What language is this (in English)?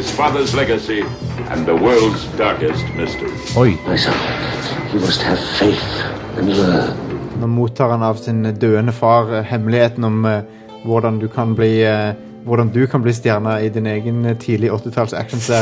Norwegian